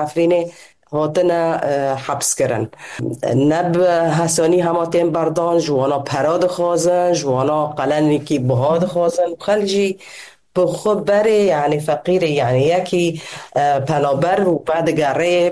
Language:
Kurdish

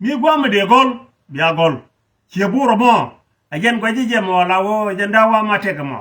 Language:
Nuer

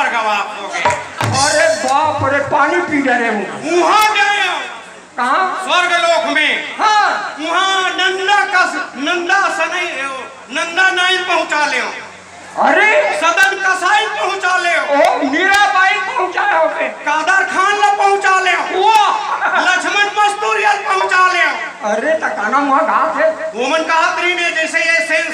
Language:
Chhattisgarhi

